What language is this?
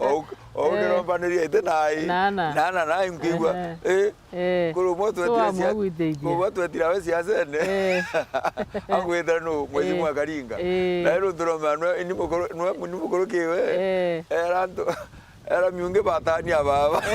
Meru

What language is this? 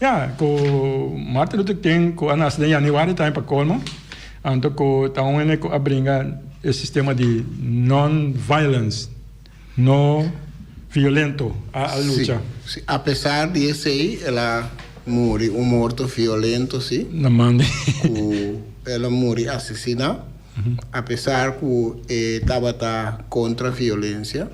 Papiamento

